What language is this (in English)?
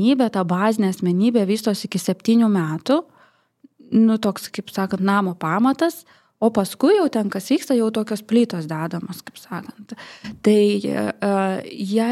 Lithuanian